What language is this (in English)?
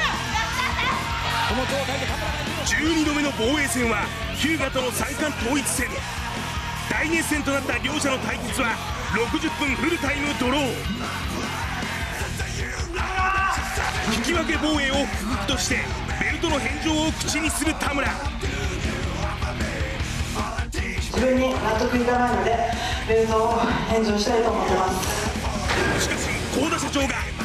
Japanese